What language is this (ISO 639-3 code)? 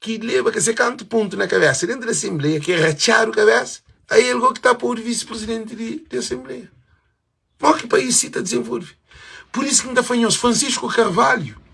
kea